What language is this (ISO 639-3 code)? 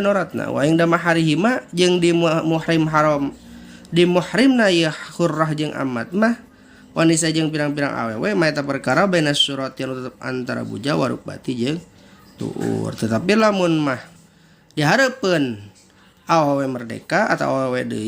sun